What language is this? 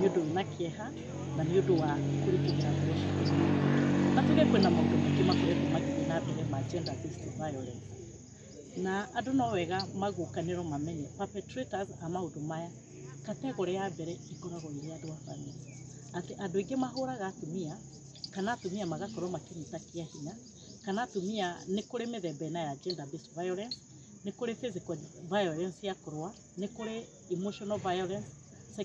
Kikuyu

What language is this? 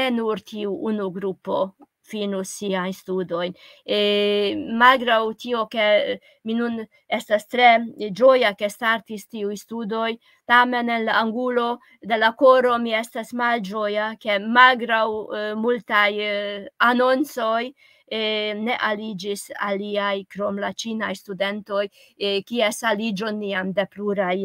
Esperanto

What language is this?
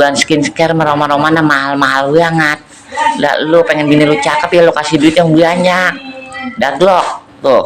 Betawi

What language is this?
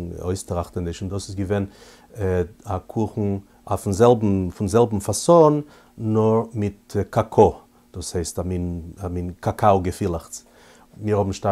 Yiddish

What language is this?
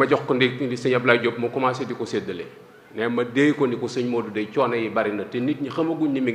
Wolof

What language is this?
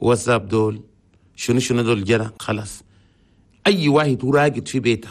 Chadian Arabic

